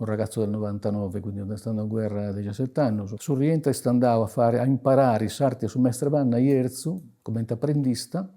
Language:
Sardinian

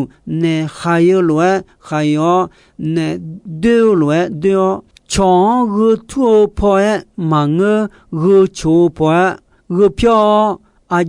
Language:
Akha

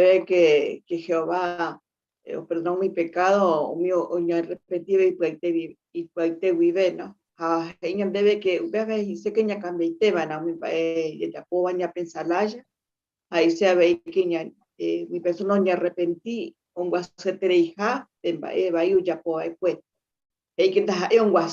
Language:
Guarani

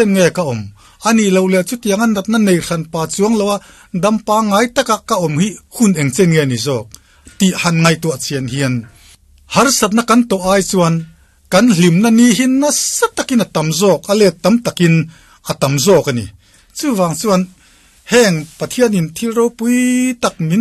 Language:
Mizo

